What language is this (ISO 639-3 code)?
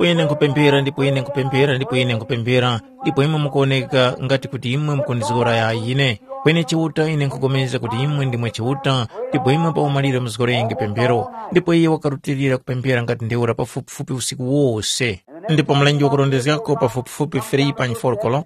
tum